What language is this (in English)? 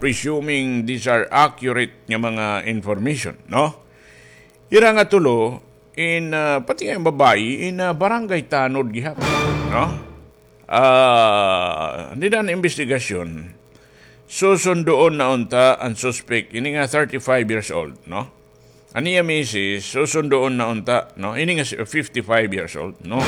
Waray